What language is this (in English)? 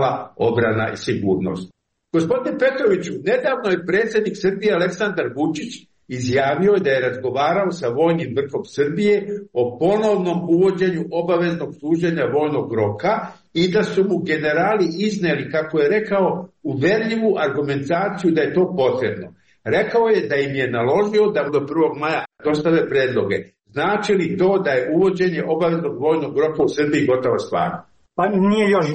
Croatian